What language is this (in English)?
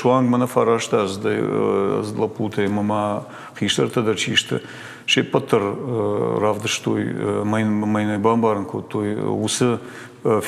Ossetic